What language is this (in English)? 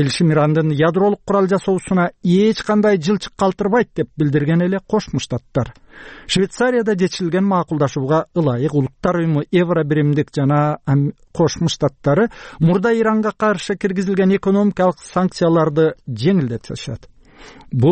Kyrgyz